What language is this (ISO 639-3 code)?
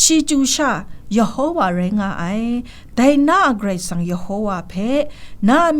kac